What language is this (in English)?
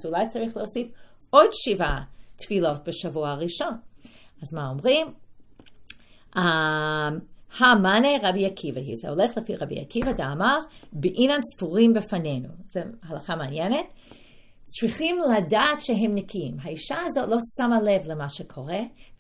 Hebrew